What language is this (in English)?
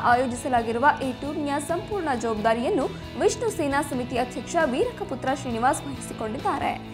Kannada